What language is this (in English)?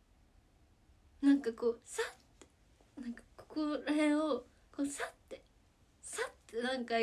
Japanese